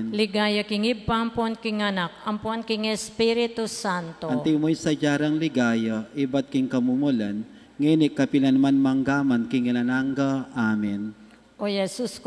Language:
Pampanga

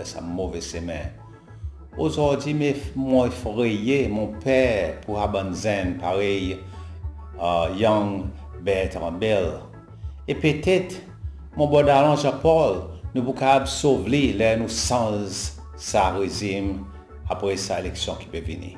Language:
Seselwa Creole French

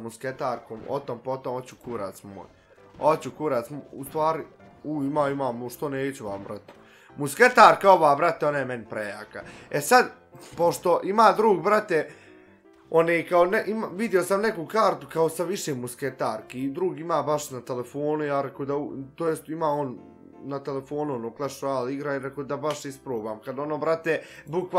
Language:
Bosnian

